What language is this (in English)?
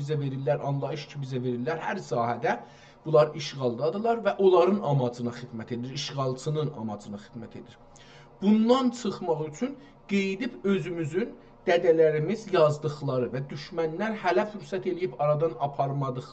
South Azerbaijani